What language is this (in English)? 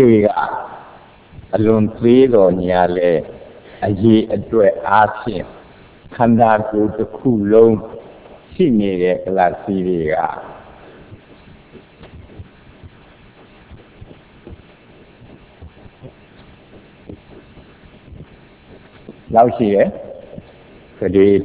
Burmese